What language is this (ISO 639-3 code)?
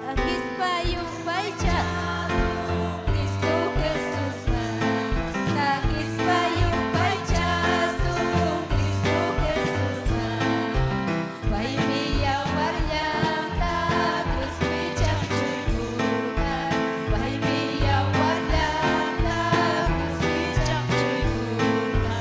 quy